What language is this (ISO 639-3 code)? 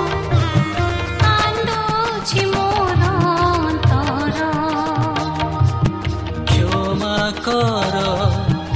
ori